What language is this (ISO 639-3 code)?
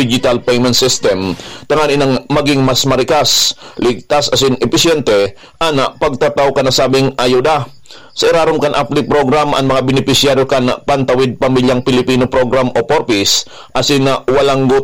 bik